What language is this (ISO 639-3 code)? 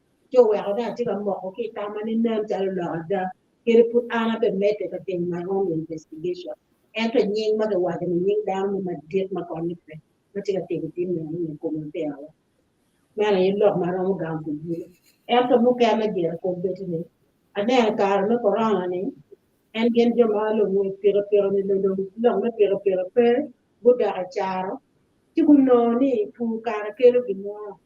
ach